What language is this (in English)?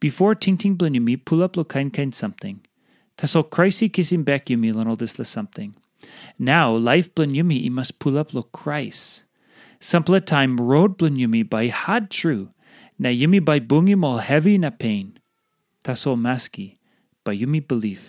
Tok Pisin